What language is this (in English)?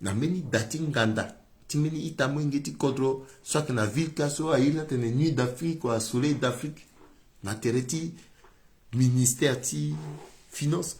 Sango